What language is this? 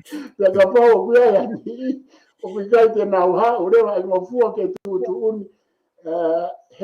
Tongan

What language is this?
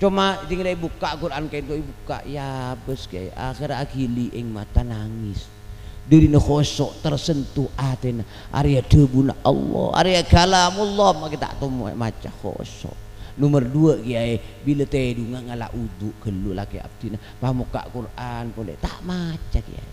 Madurese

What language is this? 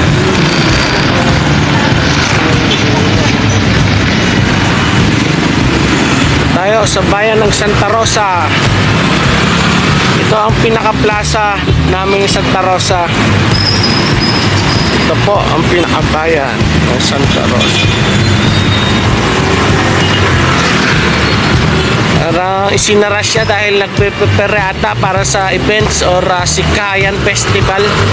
Filipino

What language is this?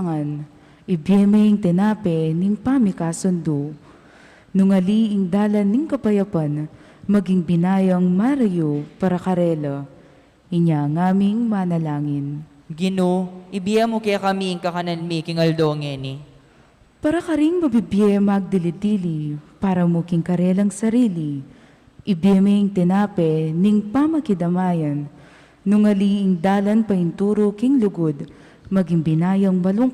Pampanga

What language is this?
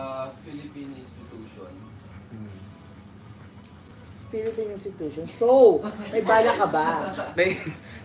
Filipino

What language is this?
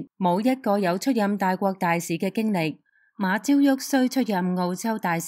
Cantonese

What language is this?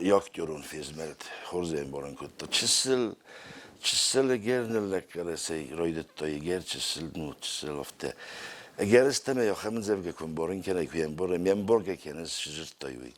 Ossetic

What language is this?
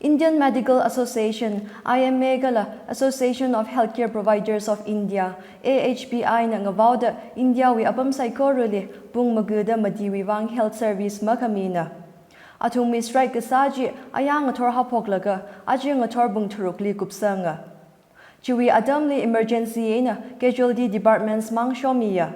Tangkhul Naga (India)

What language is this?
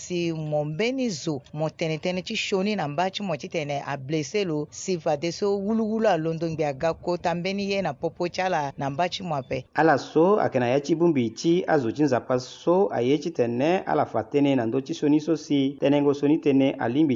Sango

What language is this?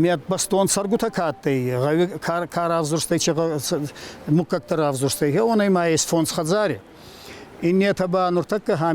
Ossetic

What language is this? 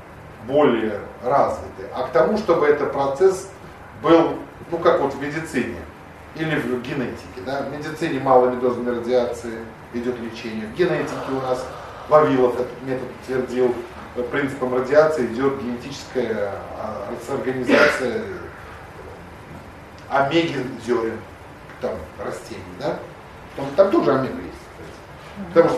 Russian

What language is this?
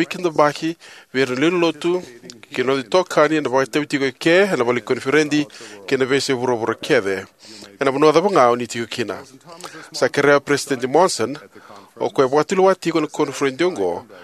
Fijian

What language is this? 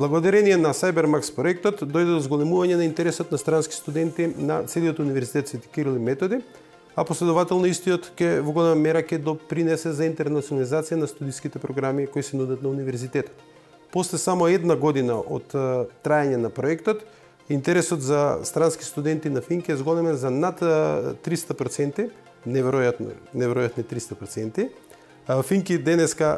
Macedonian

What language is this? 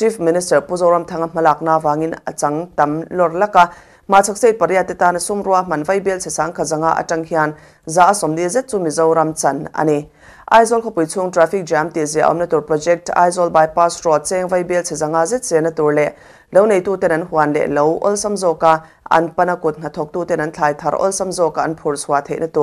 Mizo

